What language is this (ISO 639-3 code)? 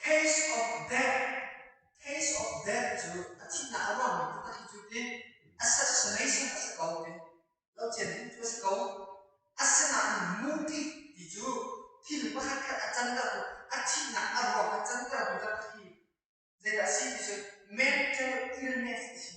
cnh